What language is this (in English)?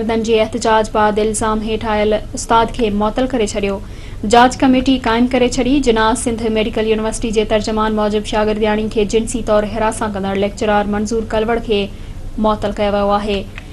Sindhi